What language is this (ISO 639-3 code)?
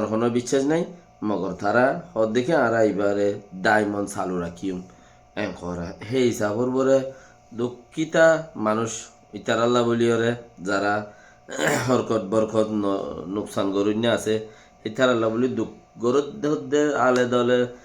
rhg